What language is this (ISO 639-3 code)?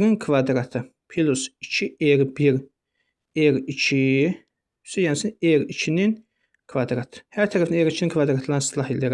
aze